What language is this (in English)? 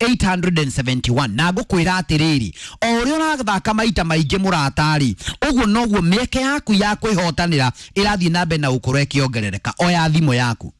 Kikuyu